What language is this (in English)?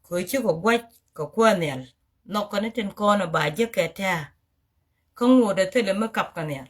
Nuer